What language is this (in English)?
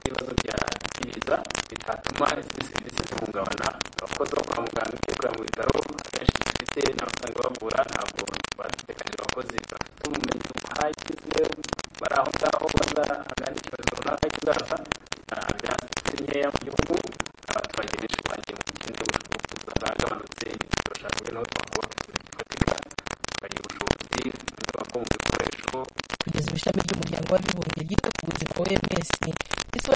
Kinyarwanda